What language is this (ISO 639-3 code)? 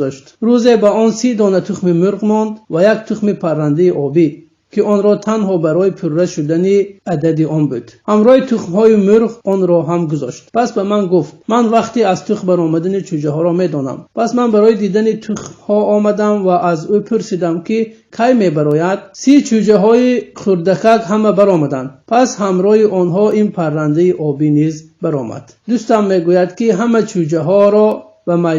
tgk